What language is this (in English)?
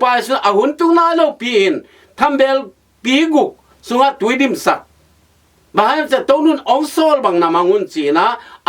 Tedim Chin